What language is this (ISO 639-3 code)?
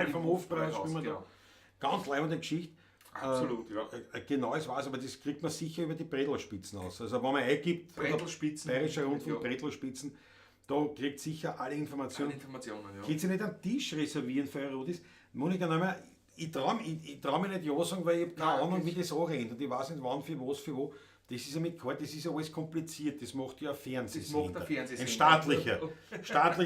bar